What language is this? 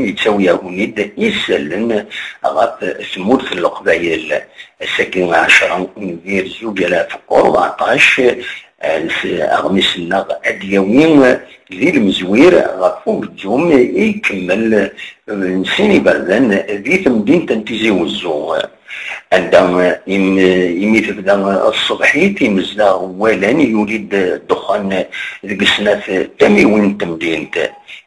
Kabyle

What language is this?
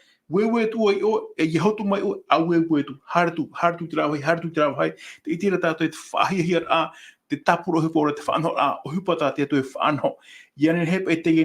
Tahitian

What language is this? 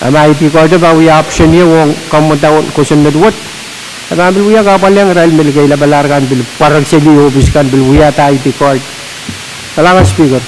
Pohnpeian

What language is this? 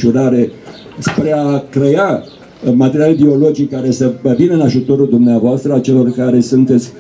Romanian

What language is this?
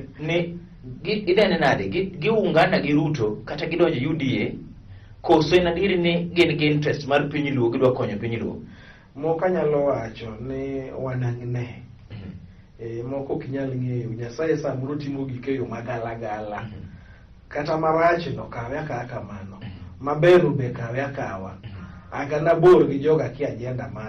Luo (Kenya and Tanzania)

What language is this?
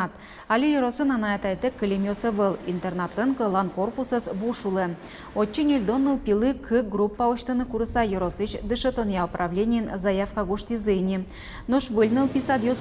Udmurt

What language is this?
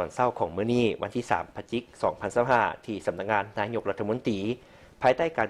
Lao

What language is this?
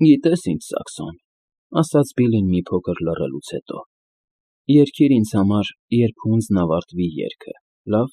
Armenian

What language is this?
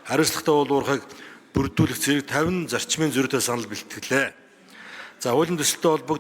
Mongolian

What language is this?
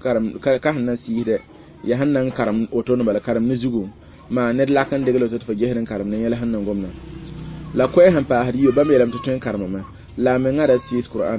Mossi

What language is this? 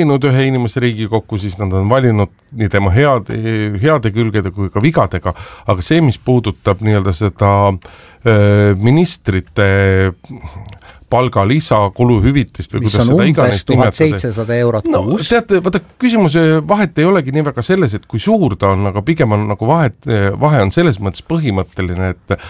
Estonian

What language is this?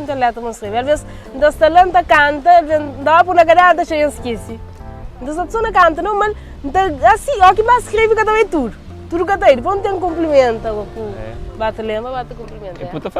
Kabuverdianu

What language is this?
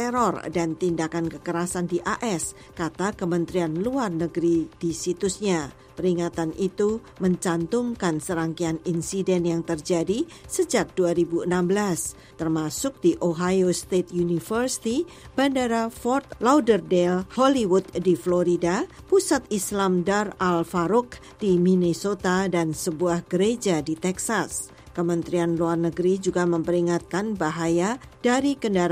Indonesian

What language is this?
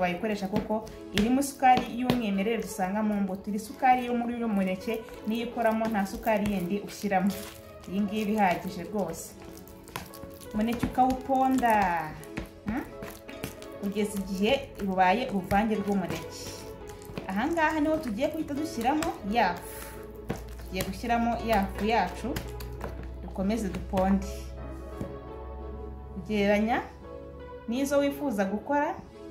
Kinyarwanda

